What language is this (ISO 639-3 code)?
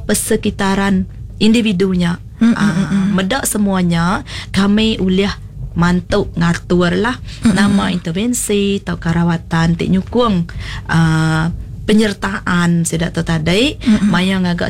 iba